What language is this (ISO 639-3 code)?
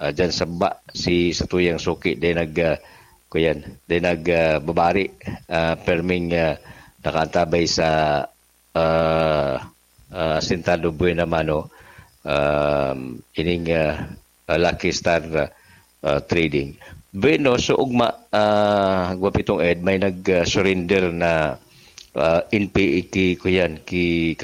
bik